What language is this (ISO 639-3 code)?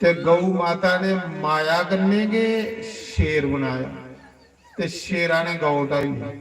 doi